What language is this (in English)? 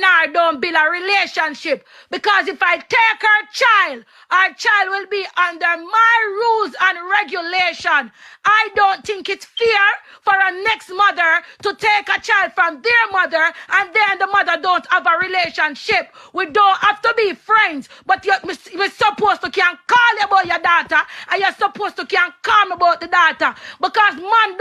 Jamaican Creole English